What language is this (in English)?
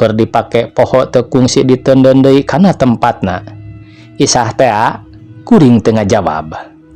Sundanese